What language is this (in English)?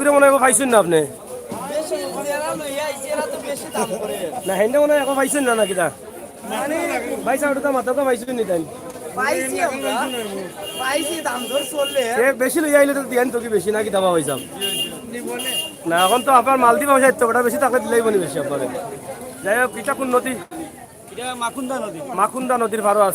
Sylheti